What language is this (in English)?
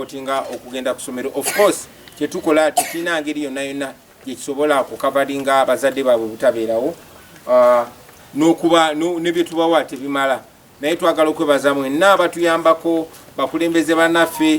Ganda